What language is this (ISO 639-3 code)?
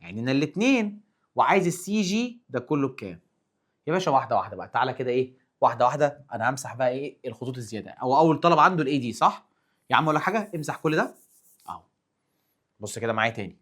arz